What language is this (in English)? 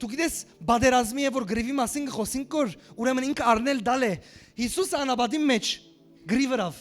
Western Armenian